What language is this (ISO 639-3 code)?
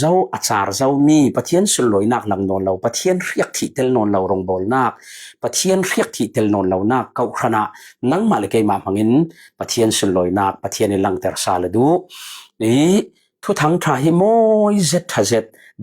cfm